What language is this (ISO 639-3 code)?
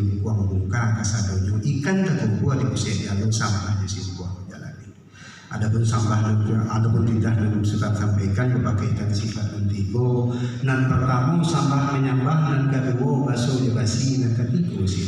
min